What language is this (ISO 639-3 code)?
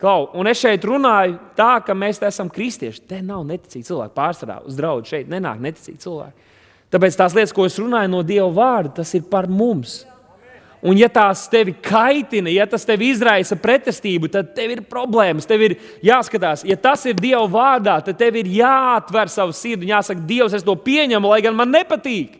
lav